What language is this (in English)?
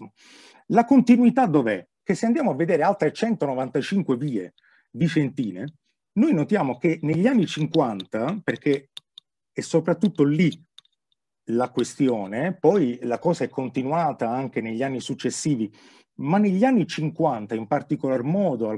Italian